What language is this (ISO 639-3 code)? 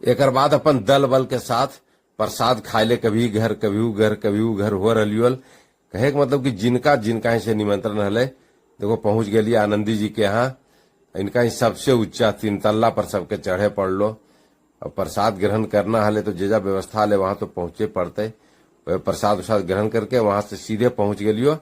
mag